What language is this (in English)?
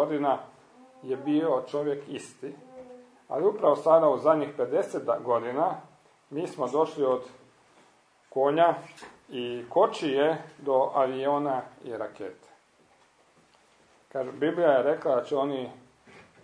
Croatian